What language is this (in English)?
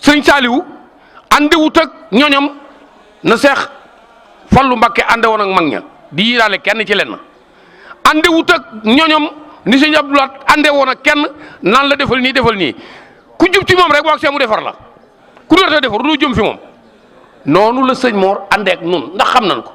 Wolof